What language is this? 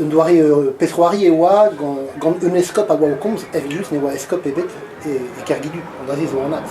Breton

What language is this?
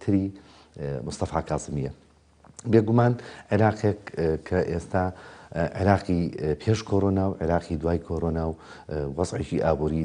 Central Kurdish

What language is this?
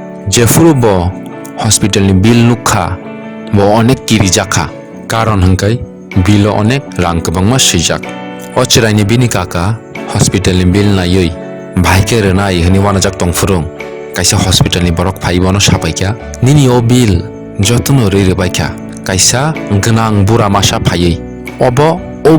Kok Borok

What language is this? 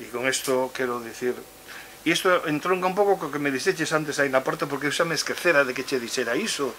Galician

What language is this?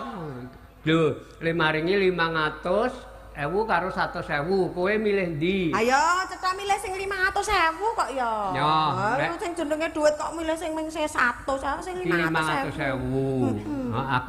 Javanese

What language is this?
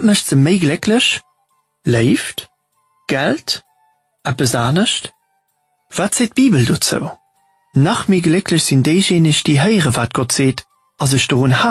Luxembourgish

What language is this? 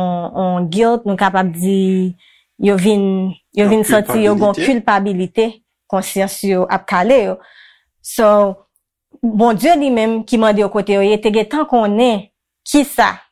Haitian Creole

